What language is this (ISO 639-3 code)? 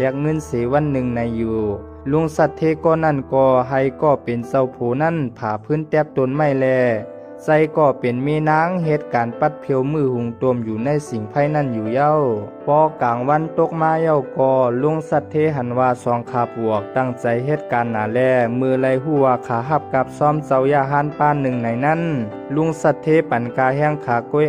shn